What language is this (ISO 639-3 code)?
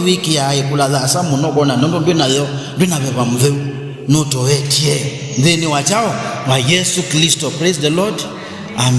kam